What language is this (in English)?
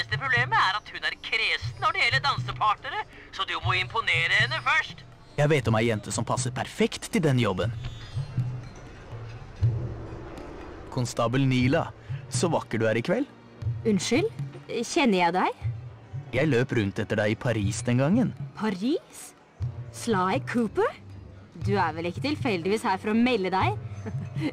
Norwegian